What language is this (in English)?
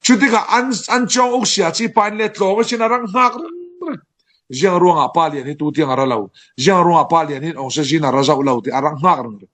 Falam Chin